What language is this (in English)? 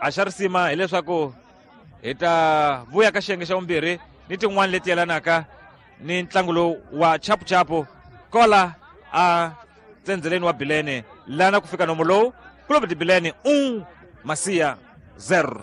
Tsonga